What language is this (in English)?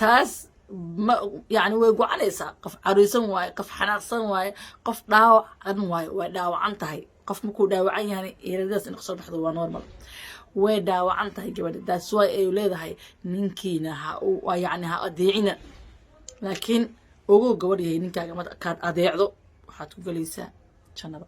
Somali